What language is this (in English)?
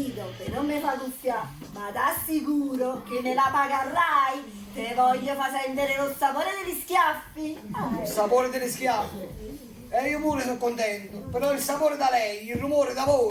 Neapolitan